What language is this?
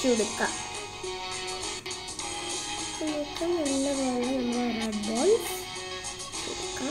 Malayalam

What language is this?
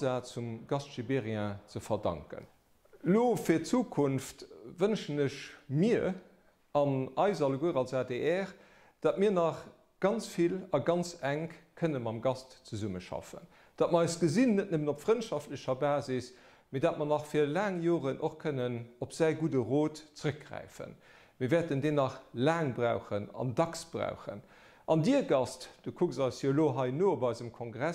Luxembourgish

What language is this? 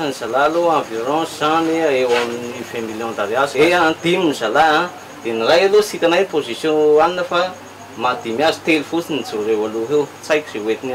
Malagasy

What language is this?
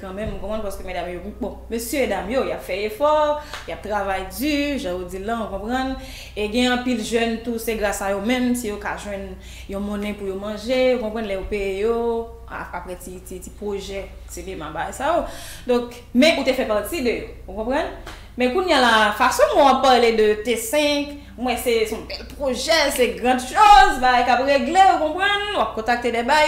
Haitian Creole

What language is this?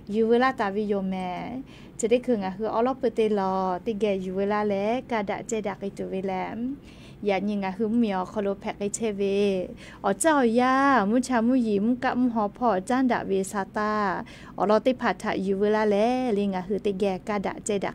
Lahu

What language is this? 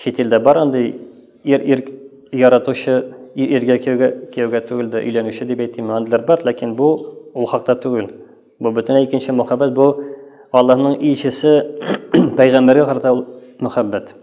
Tatar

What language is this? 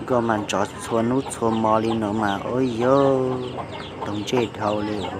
Hmong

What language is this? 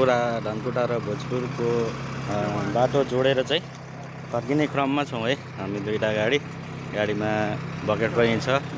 Nepali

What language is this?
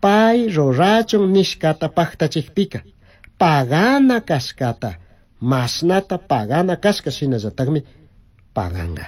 Chimborazo Highland Quichua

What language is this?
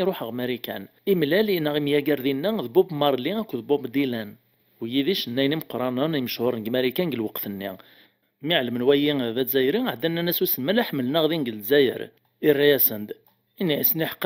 Kabyle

